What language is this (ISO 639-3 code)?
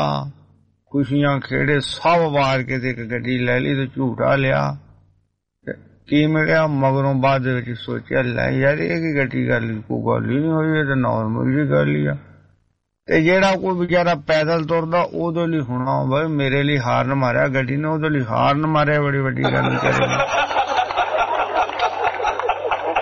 pan